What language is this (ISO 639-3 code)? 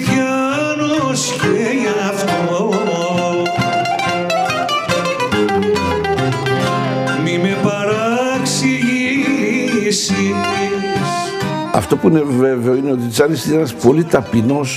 ell